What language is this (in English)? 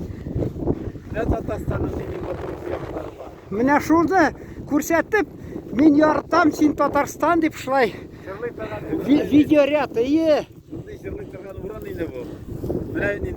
Tatar